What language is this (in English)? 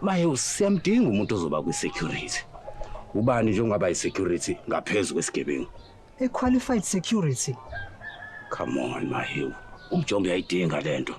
Zulu